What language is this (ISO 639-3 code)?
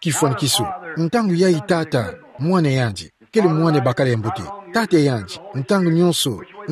ktu